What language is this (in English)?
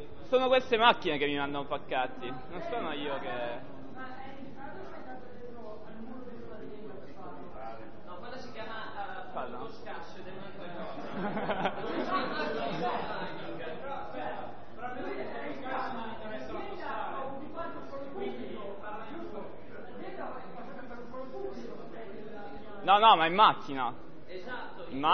Italian